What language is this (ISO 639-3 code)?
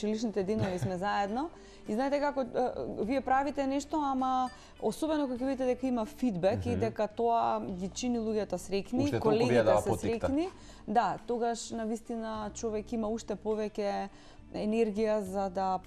mkd